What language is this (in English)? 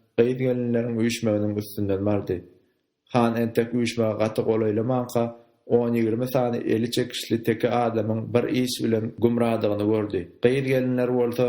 Turkmen